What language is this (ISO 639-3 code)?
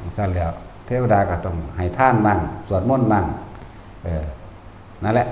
tts